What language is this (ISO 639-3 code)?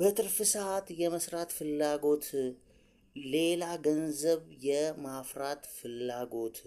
amh